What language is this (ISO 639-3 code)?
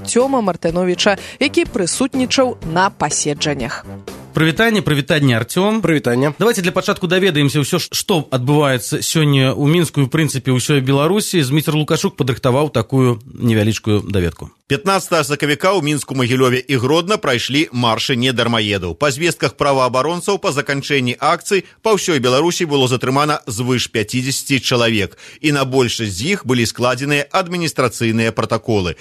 bel